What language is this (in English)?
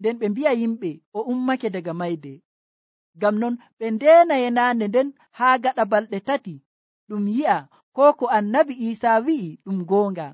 Nigerian Fulfulde